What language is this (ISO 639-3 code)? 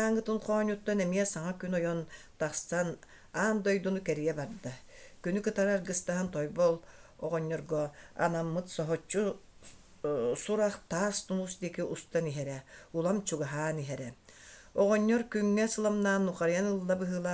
sah